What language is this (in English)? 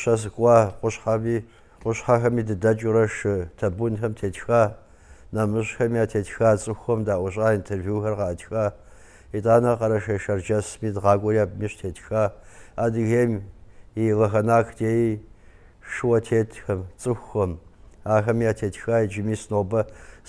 Kabardian